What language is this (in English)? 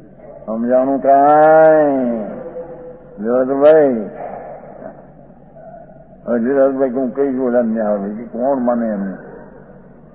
Gujarati